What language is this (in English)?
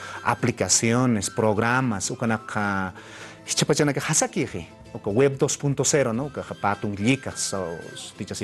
Aymara